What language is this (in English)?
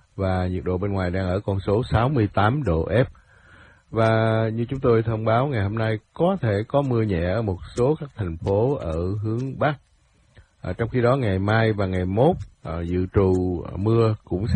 Vietnamese